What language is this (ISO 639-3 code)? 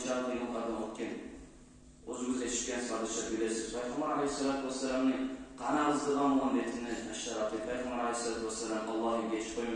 kum